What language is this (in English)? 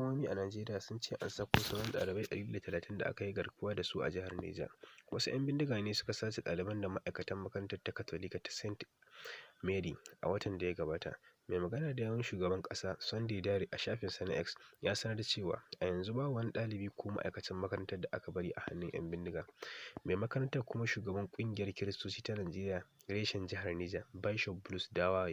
Hausa